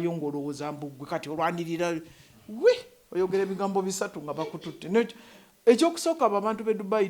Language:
Ganda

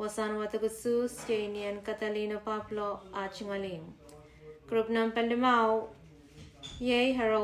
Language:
Pohnpeian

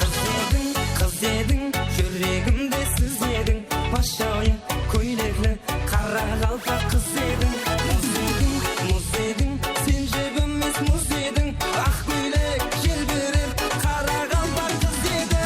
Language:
Kara-Kalpak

